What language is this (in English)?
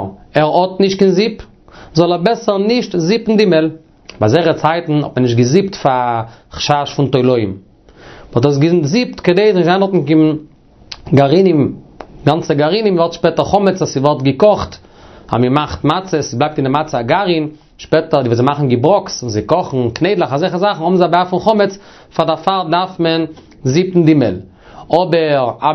Yiddish